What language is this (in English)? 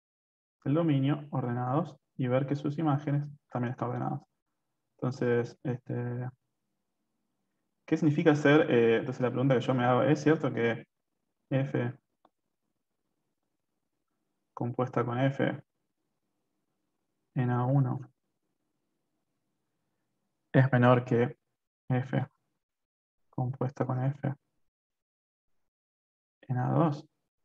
Spanish